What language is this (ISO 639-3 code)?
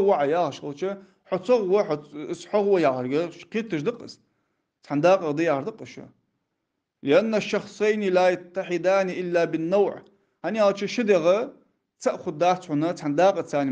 inh